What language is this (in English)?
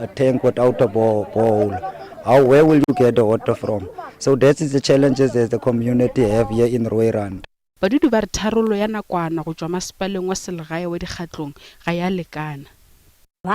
Northern Sotho